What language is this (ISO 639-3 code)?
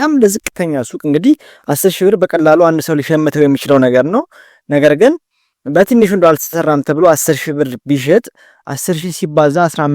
amh